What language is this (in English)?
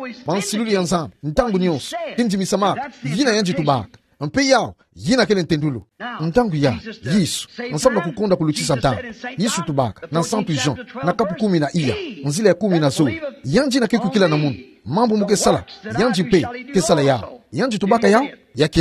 Kituba (Democratic Republic of Congo)